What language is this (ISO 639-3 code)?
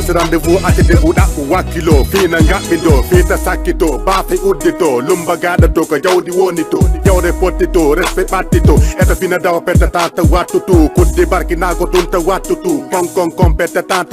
ful